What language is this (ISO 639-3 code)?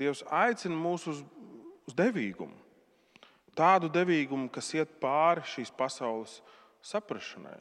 lav